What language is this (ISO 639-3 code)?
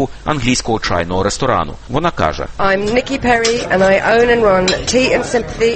ukr